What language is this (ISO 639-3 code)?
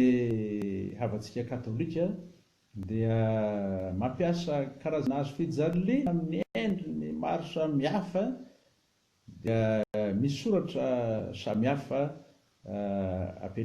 mlg